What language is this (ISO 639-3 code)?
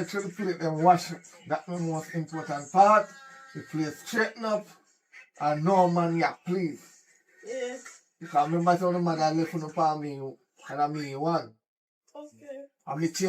jam